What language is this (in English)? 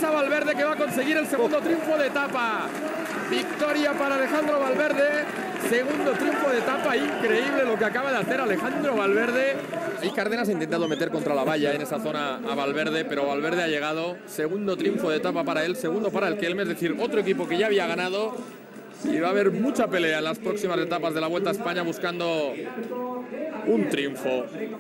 Spanish